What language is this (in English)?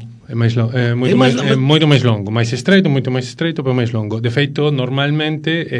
Galician